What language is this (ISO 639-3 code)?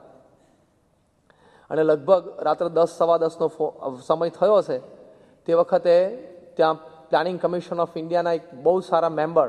guj